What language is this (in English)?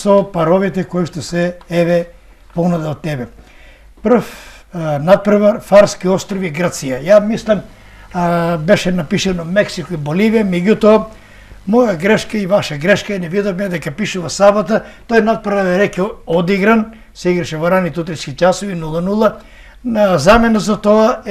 Macedonian